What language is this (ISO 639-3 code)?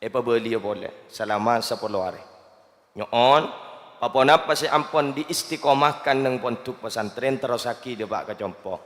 mad